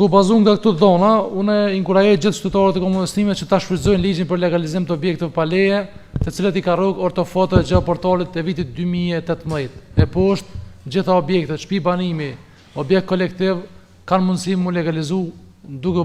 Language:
Albanian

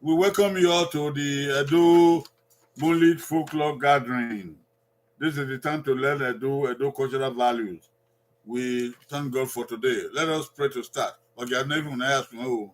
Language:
Bini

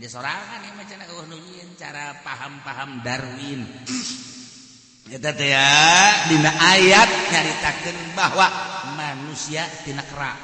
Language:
Sundanese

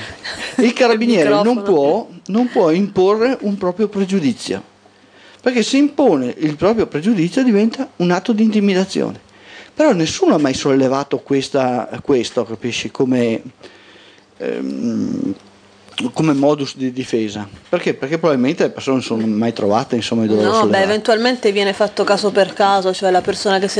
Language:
Italian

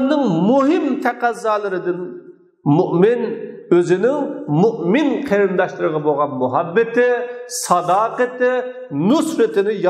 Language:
Uyghur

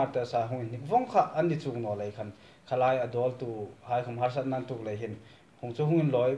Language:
Hmar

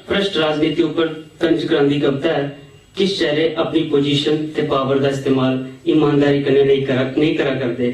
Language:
Dogri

